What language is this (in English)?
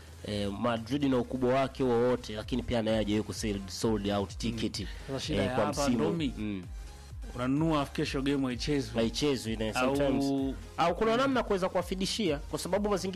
Swahili